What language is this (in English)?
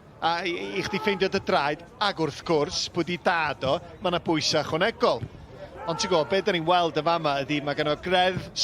Welsh